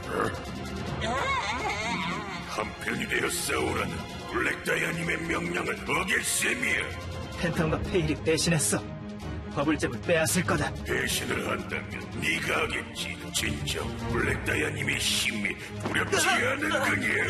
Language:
Korean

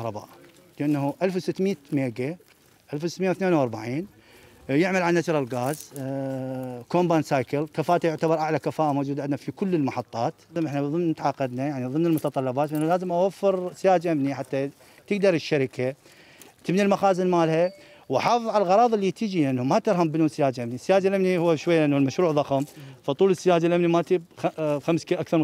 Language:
Mesopotamian Arabic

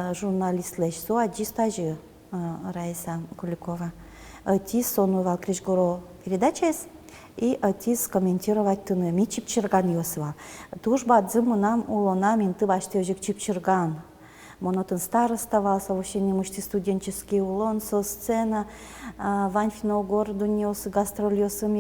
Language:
Udmurt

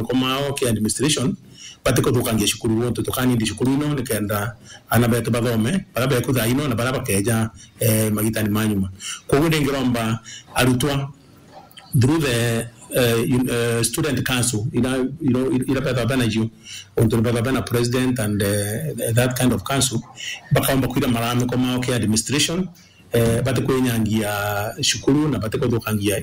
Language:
Meru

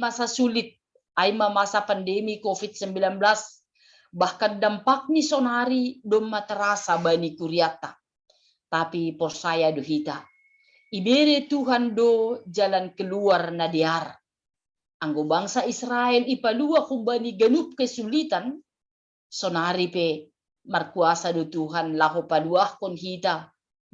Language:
Batak Simalungun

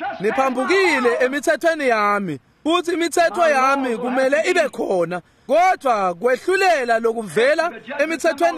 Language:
Swati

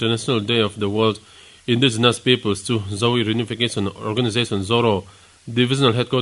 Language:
Mizo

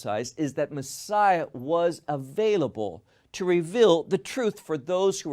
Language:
English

